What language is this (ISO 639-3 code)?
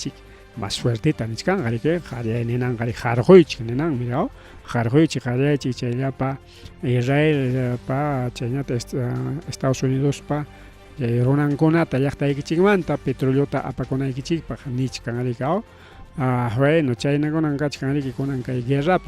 quy